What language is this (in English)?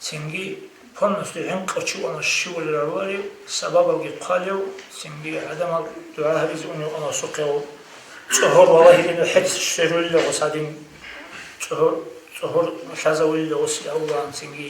Avaric